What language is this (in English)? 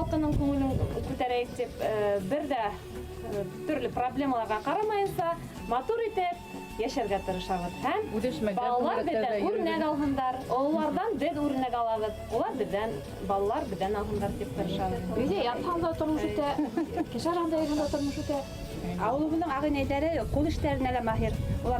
Bashkir